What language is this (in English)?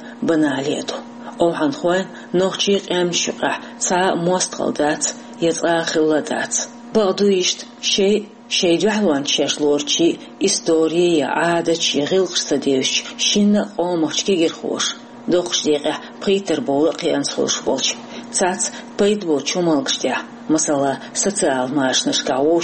Chechen